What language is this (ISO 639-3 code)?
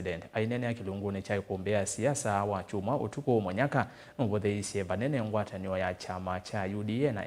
kam